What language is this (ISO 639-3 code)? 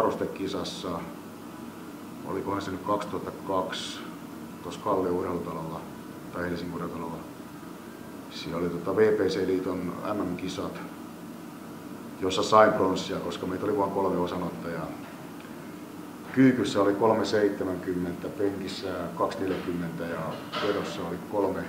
fin